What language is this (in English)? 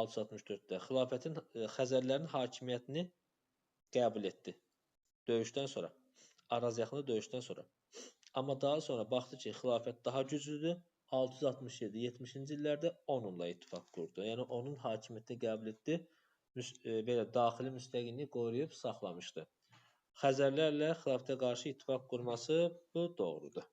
Azerbaijani